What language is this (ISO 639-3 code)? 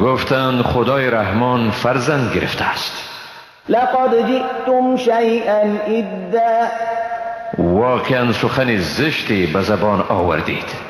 fas